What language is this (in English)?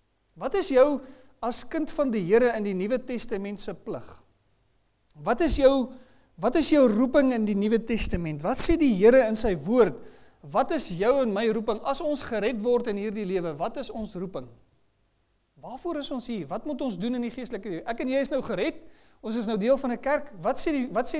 Afrikaans